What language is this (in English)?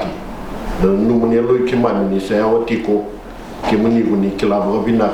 Fijian